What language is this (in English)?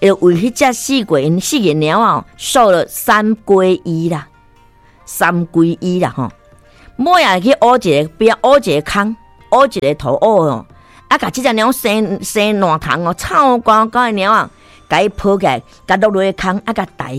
Min Nan Chinese